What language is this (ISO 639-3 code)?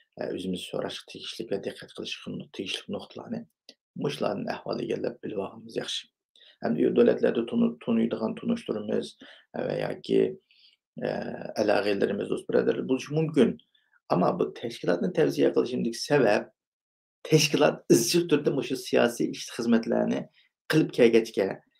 uig